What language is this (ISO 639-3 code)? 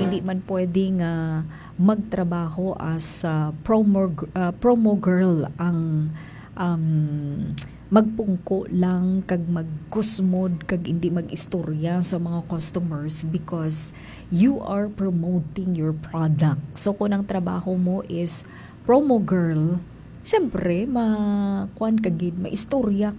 hil